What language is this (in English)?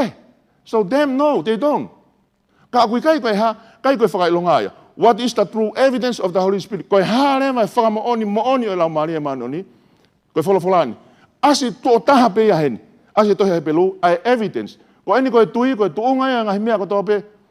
Tongan